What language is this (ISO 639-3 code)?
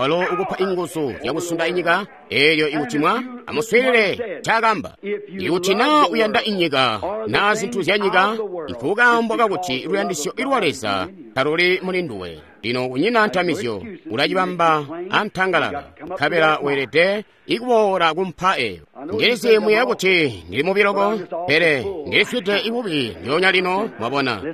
toi